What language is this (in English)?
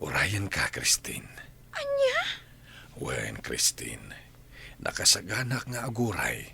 Iloko